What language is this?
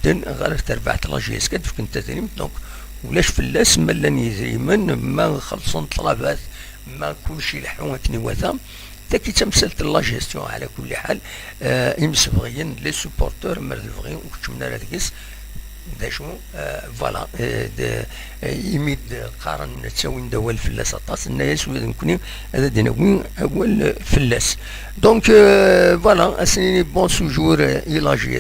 Kabyle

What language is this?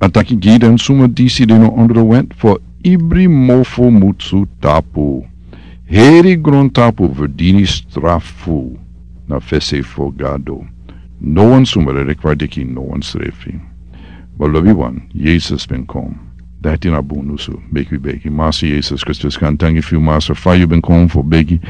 Sranan Tongo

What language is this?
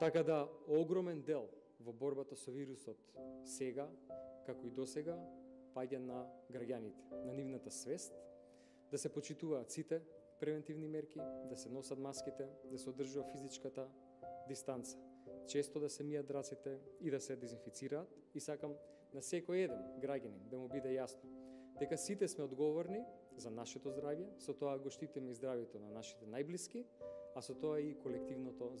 Macedonian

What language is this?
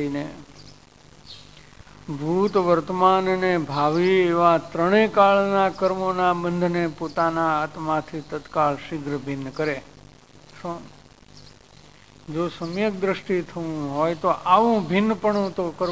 Gujarati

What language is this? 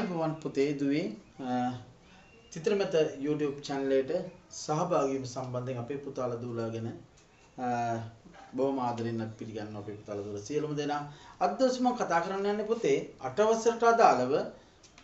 Sinhala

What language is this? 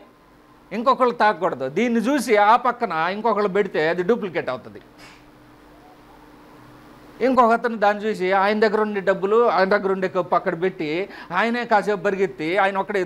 Telugu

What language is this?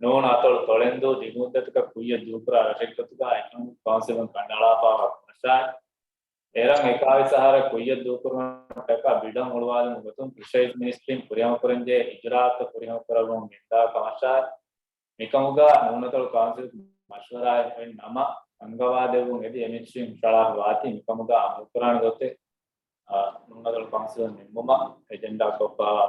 Divehi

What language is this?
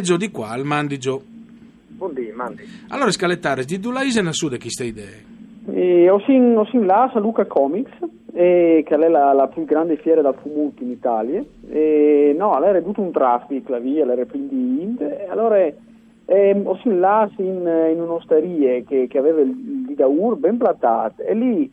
Friulian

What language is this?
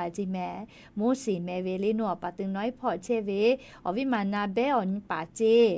Lahu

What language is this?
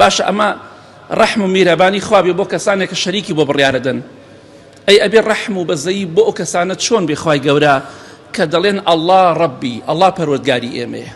Central Kurdish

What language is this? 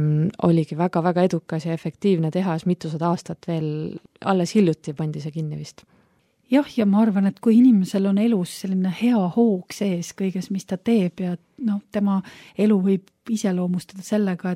Estonian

